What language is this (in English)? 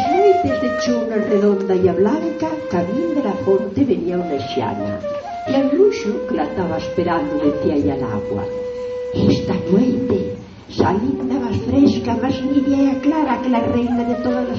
Asturian